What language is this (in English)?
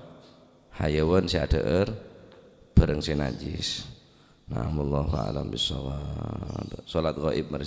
Madurese